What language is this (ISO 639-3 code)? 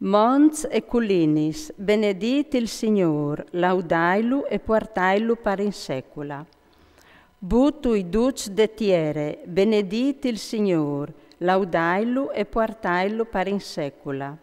fur